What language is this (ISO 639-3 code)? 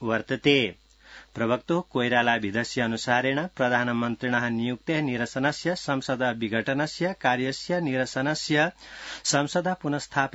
san